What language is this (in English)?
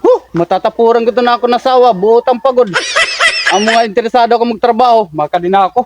Waray